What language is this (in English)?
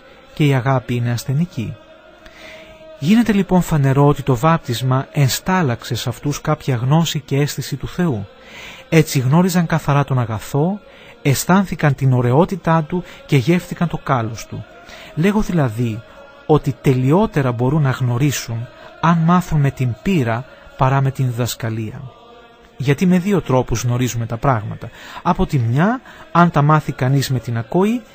Greek